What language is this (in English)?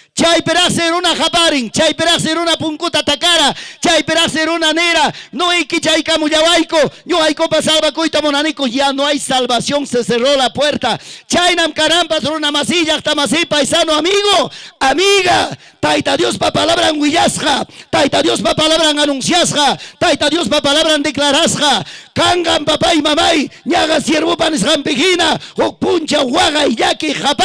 Ayacucho Quechua